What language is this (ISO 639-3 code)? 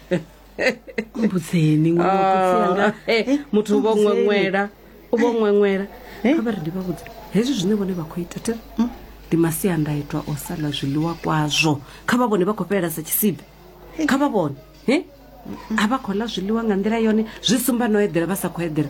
ven